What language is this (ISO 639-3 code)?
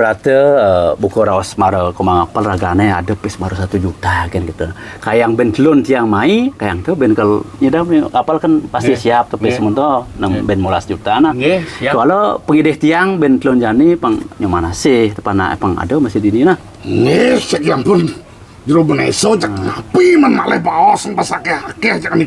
ban